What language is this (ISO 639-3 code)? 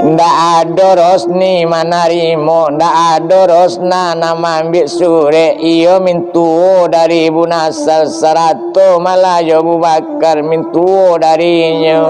min